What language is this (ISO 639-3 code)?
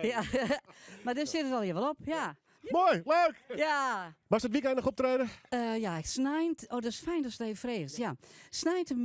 fry